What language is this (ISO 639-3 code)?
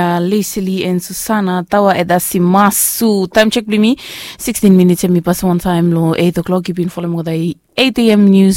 bis